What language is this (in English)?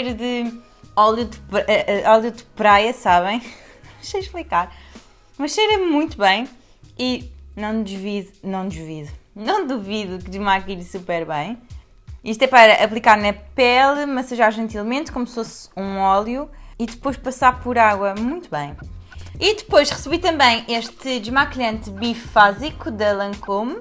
Portuguese